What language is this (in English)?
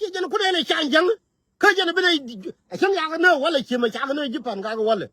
Nuer